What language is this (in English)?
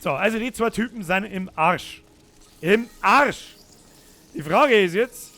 Bavarian